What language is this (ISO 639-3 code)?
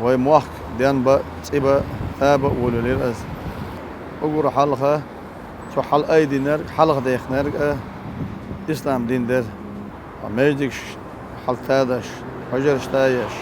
che